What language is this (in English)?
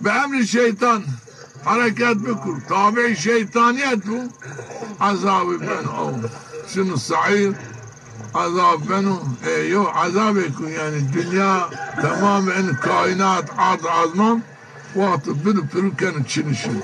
Zaza